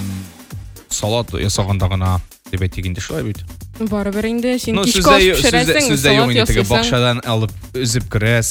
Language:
Tatar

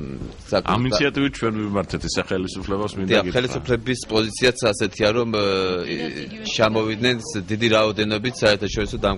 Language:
Georgian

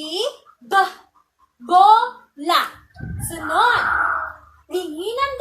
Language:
Cebuano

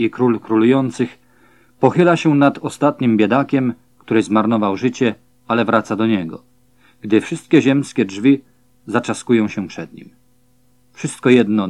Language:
Polish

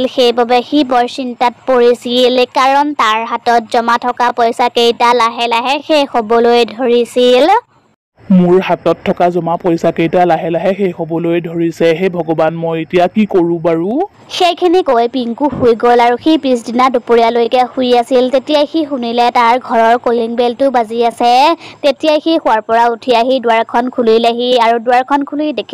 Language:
Assamese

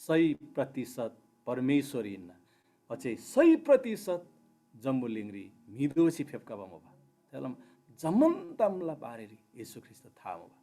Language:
Eastern Tamang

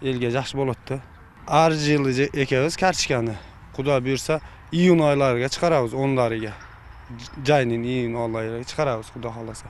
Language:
Kyrgyz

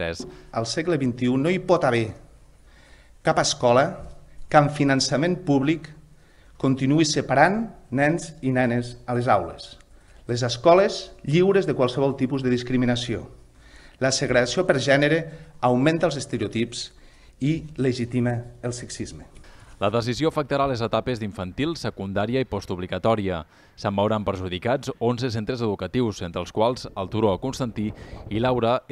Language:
Catalan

